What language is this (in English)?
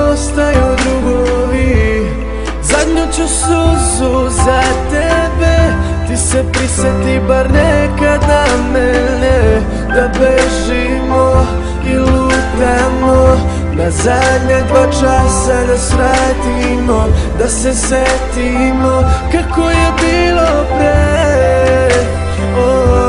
Serbian